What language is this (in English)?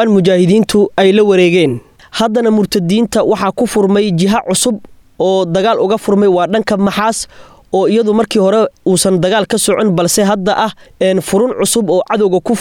Somali